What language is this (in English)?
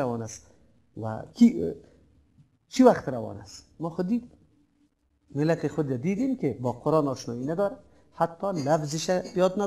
Persian